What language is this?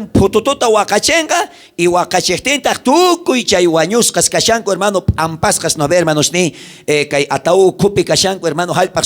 South Bolivian Quechua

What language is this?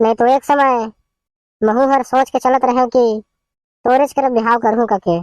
Chhattisgarhi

